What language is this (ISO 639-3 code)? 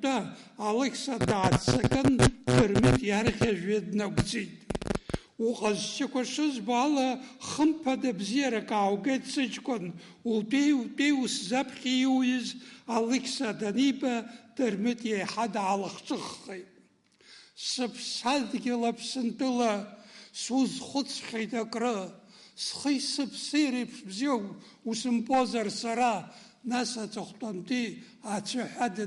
abk